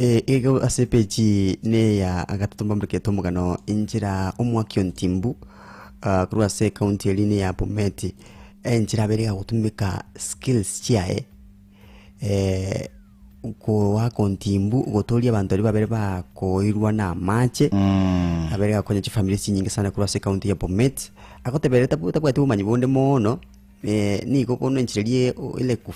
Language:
Gusii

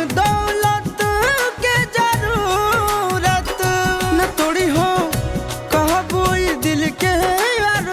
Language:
Magahi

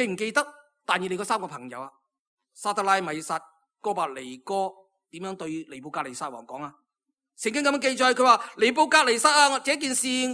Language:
Cantonese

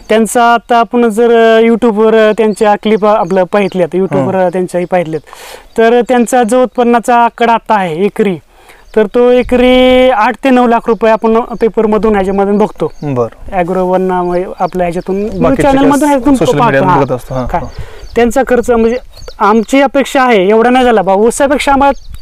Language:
Marathi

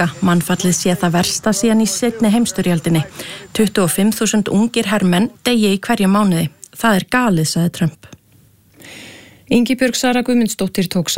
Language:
Icelandic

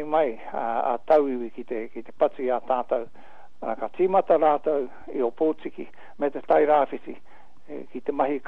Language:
Māori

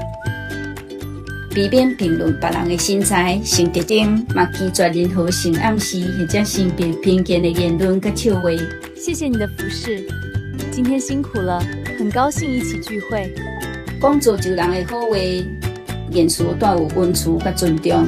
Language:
Min Nan Chinese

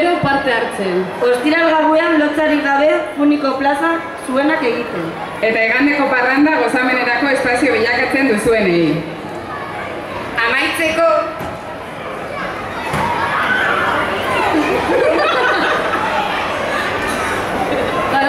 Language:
Basque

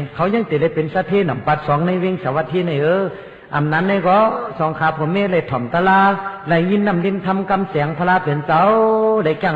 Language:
Shan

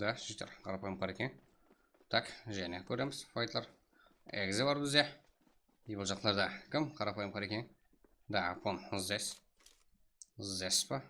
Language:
Kara-Kalpak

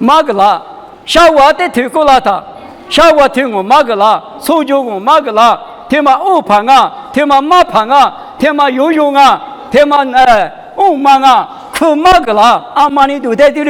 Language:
Lisu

